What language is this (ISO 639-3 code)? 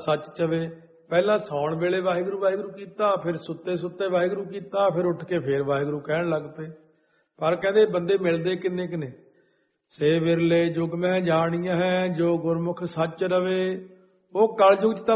pan